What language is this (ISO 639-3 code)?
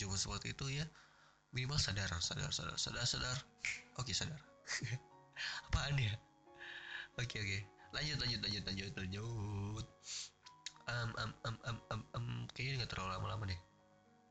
ind